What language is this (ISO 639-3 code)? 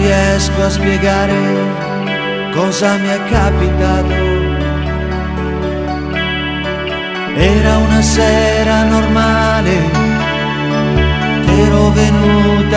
ita